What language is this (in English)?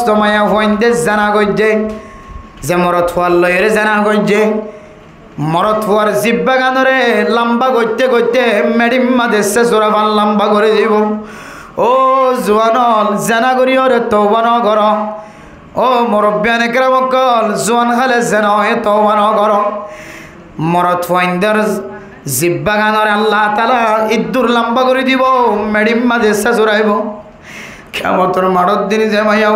Rohingya